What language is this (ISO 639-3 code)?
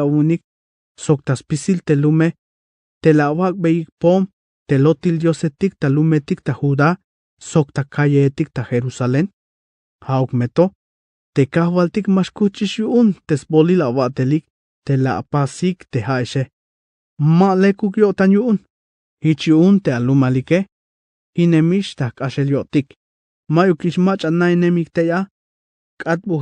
tzh